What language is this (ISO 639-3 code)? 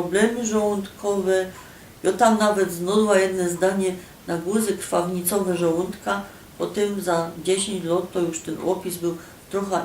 szl